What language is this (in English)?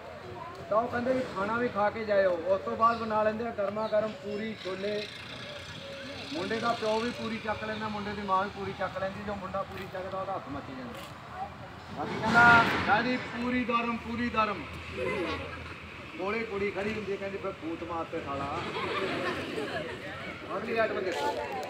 Punjabi